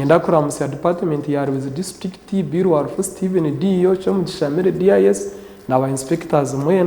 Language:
Nyankole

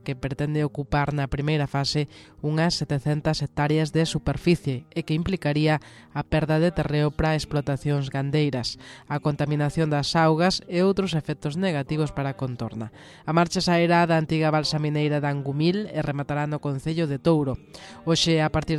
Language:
Galician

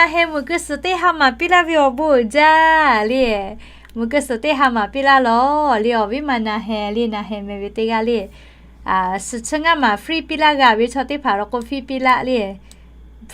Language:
Lahu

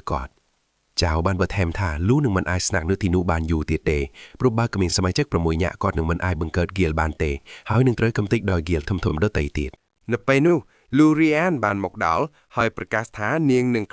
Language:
Khmer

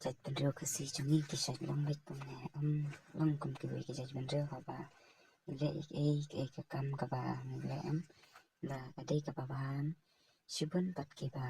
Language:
Khasi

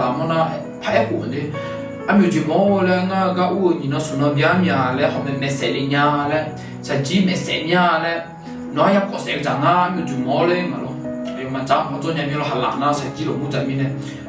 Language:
Akha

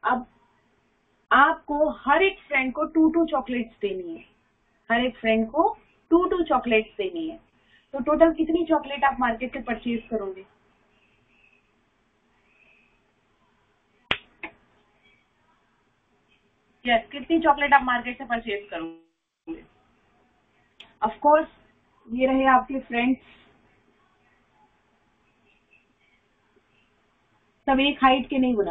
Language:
Hindi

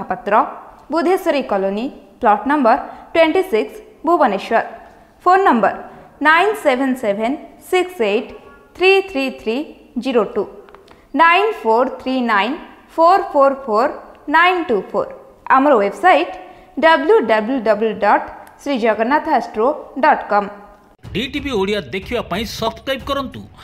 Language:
Odia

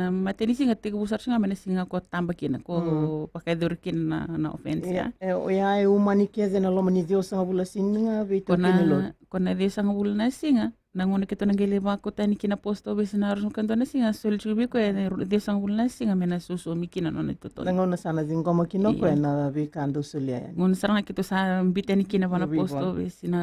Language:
Fijian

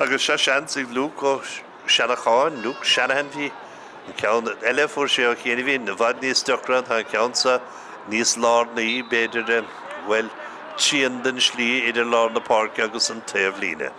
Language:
Irish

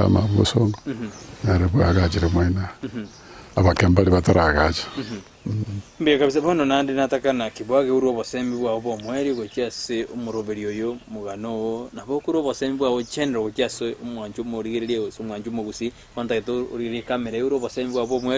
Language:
Gusii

